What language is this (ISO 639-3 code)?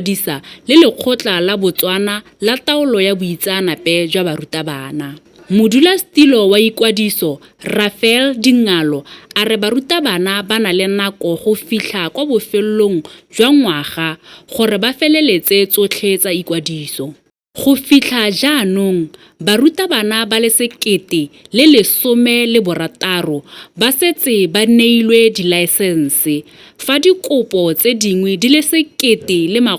tsn